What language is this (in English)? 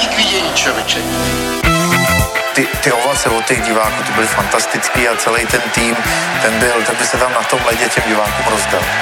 Czech